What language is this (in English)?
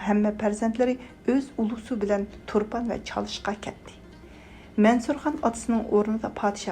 Uyghur